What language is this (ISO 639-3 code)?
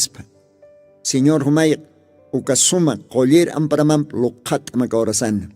aym